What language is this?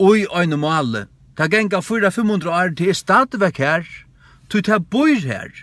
Faroese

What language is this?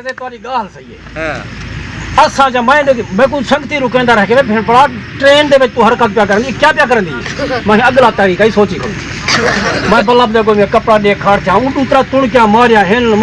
Saraiki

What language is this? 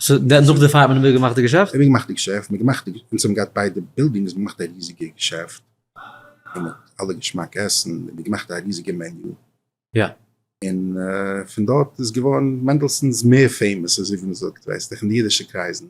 Yiddish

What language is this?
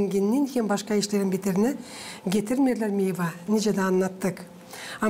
Gagauz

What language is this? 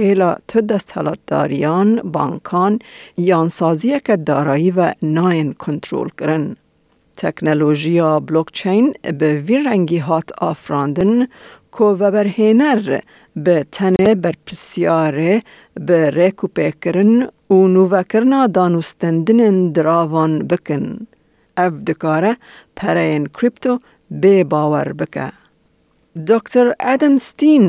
Kurdish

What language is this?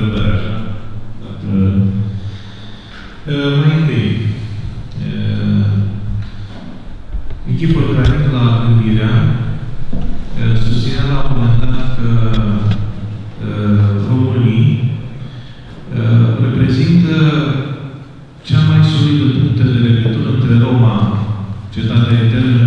Romanian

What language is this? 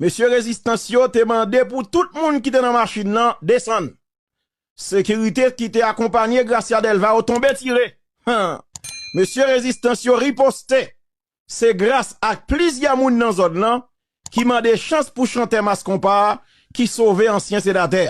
Haitian Creole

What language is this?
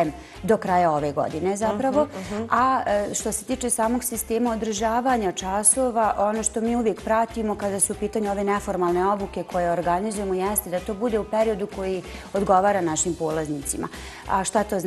Bosnian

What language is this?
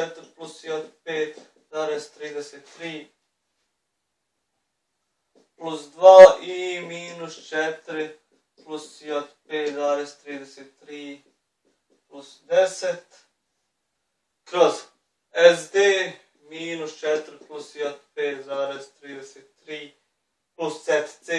Bosnian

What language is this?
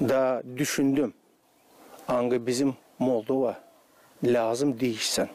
Gagauz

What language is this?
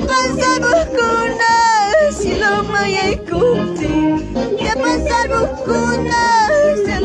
Ayacucho Quechua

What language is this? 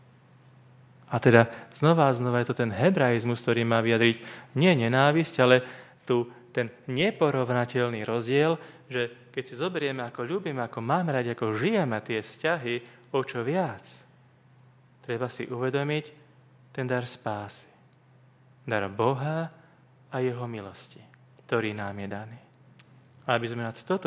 Slovak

